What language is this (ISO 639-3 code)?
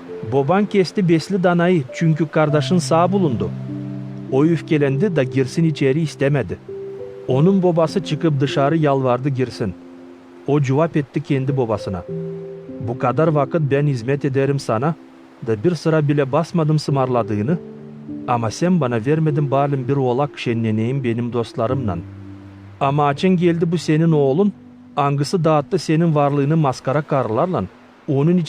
gag